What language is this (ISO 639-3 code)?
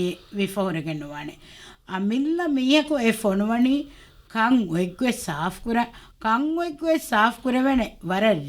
div